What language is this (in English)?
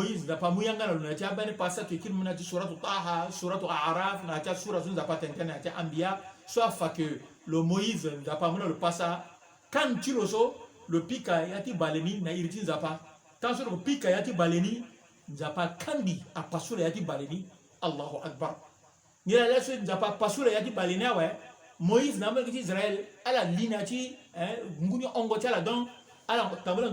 Sango